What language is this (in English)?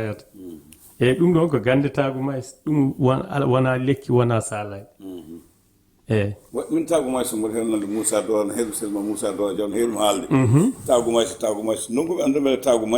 Fula